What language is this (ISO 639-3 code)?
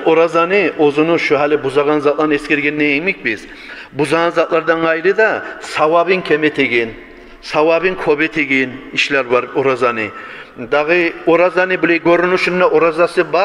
kum